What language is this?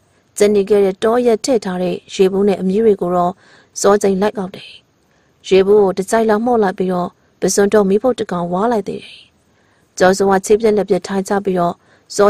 Burmese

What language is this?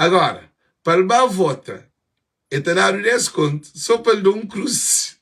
Kabuverdianu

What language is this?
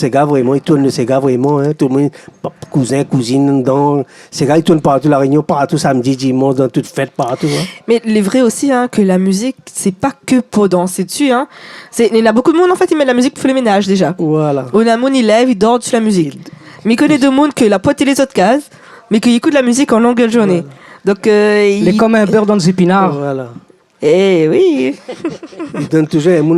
Réunion Creole French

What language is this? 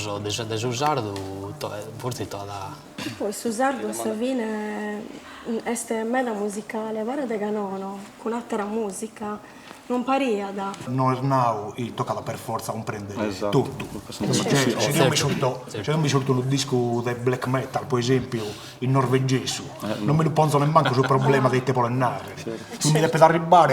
Sardinian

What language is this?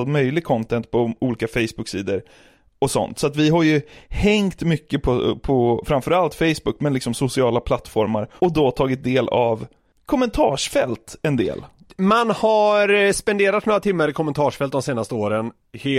Swedish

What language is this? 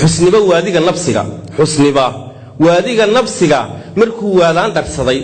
Somali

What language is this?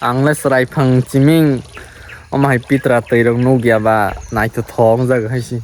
Kok Borok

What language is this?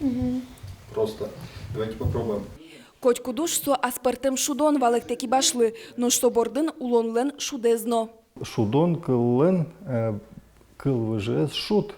Udmurt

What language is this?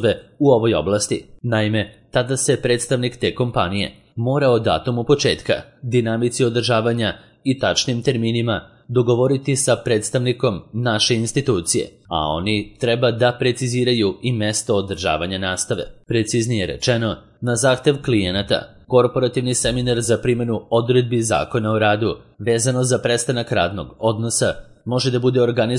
Serbian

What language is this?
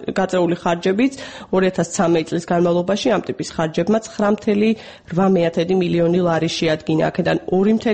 Georgian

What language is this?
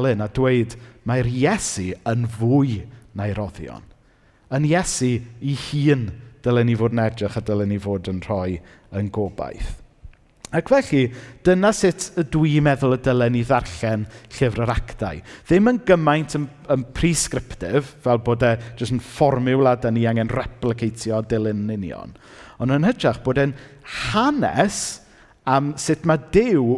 Welsh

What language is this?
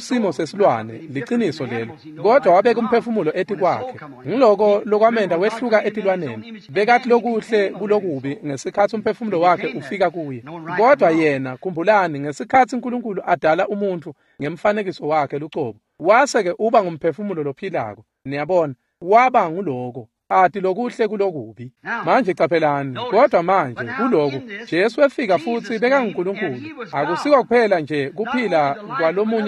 Swati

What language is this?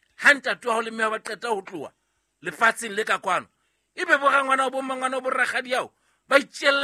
Southern Sotho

